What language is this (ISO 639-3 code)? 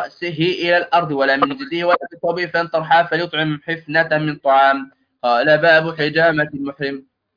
ara